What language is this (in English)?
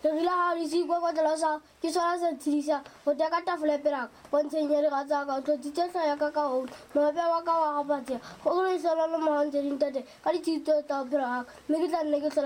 Southern Sotho